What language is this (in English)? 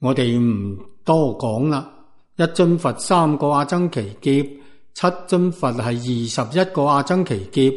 Cantonese